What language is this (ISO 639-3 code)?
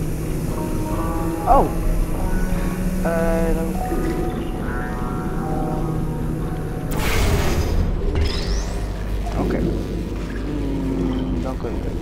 nld